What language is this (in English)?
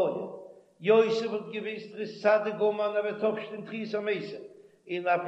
Yiddish